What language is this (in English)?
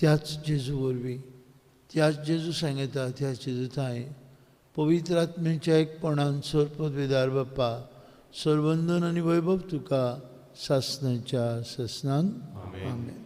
Konkani